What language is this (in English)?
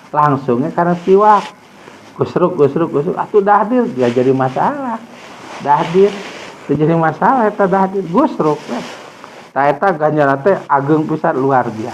Sundanese